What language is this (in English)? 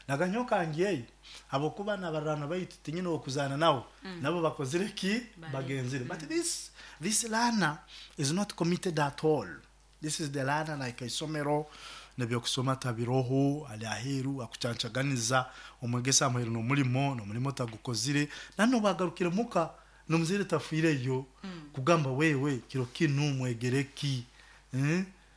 Nyoro